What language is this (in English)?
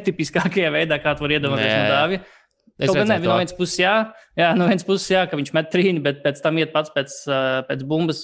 Latvian